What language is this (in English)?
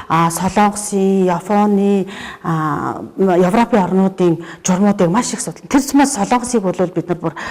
Mongolian